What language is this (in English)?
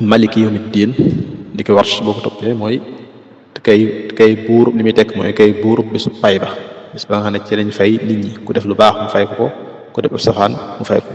Wolof